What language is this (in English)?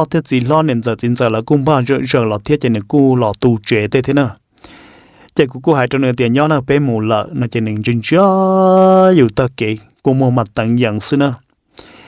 Vietnamese